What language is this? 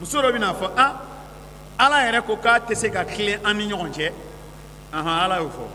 Bambara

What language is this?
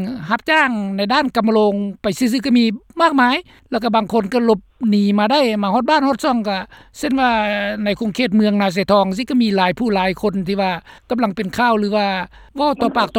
Lao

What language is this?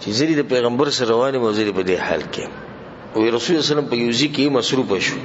Pashto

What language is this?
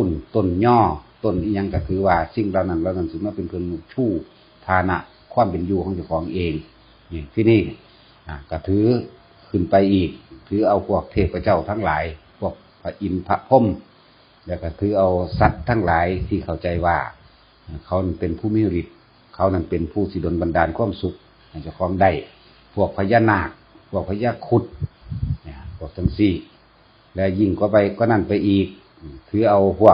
Northeastern Thai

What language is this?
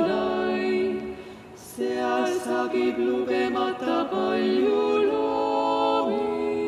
Estonian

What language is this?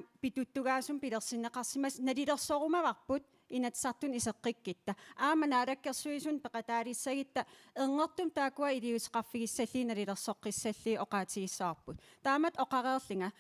Kalaallisut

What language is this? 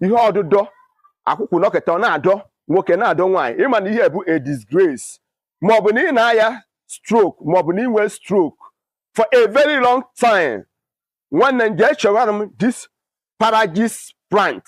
Igbo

